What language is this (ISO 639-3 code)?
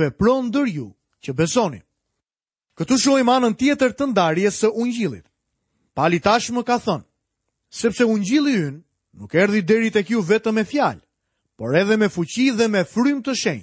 sqi